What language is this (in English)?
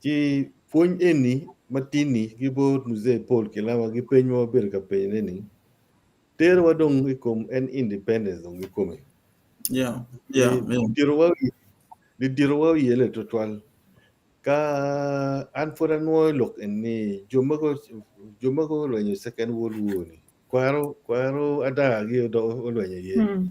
Acoli